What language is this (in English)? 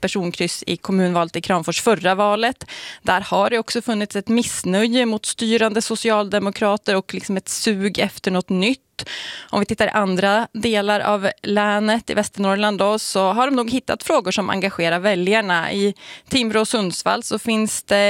Swedish